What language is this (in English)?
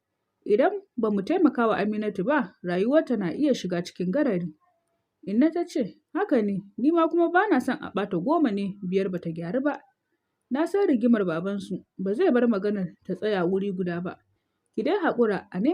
Hausa